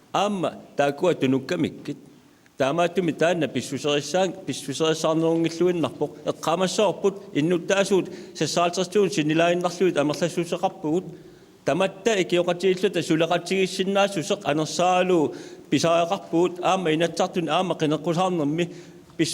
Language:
Kalaallisut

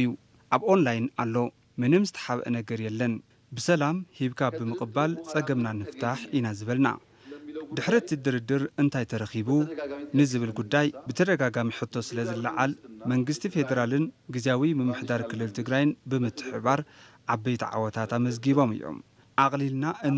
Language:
Tigrinya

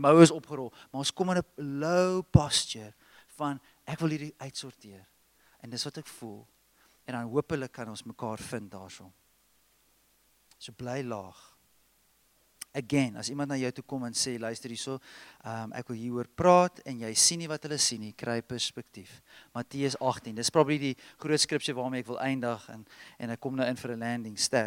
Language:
Afrikaans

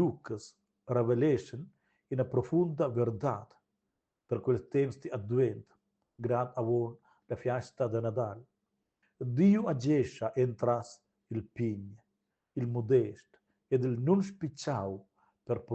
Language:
Romansh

